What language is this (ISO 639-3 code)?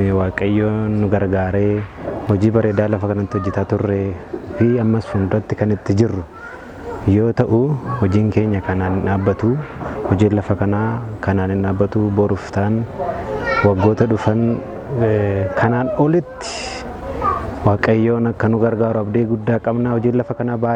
orm